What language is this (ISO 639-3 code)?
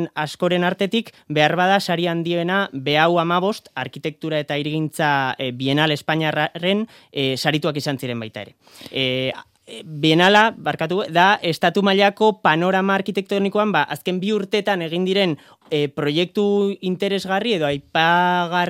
eus